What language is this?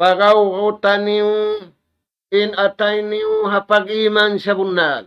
Tausug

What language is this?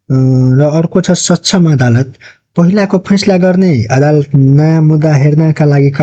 Nepali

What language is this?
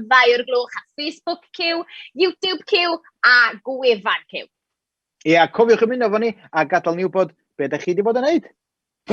Welsh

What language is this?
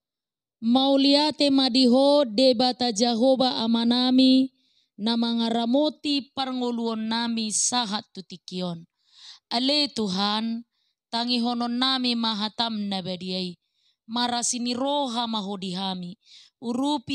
Batak Toba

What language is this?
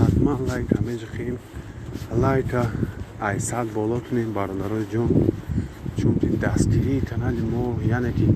Tajik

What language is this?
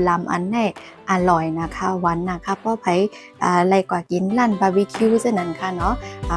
Shan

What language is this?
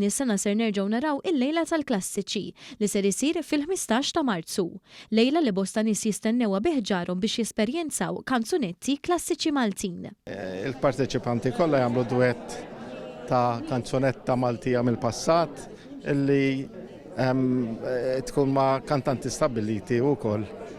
Maltese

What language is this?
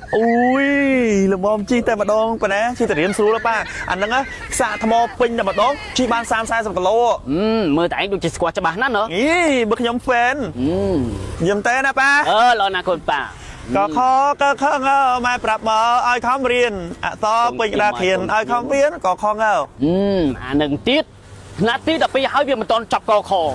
Khmer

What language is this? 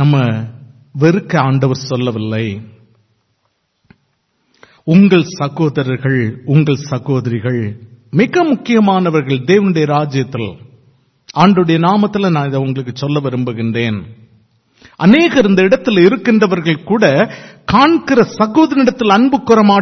Tamil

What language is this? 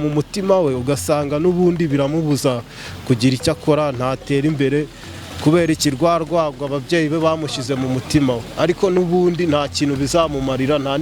Kinyarwanda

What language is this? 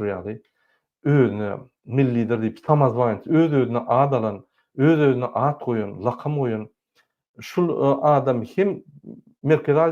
Turkmen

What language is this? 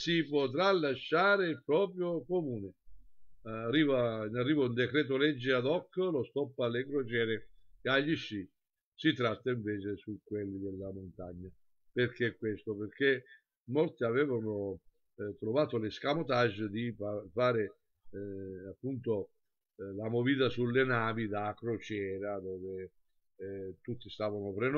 Italian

